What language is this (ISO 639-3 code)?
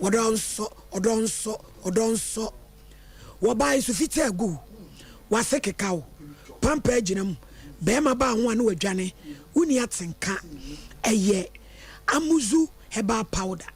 aka